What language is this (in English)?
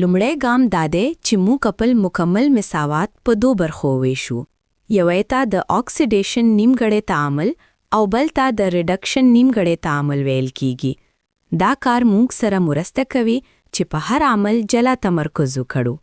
Pashto